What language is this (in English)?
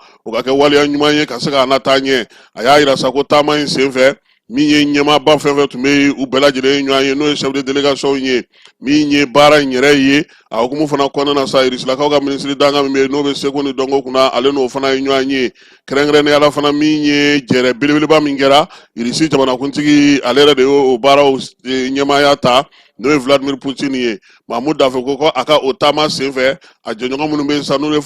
Bambara